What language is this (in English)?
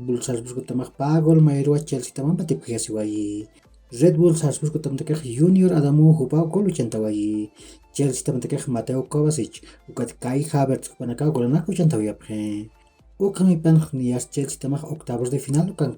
Aymara